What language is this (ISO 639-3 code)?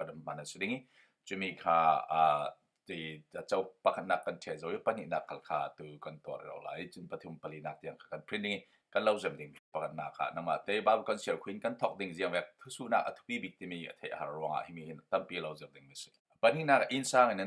cfm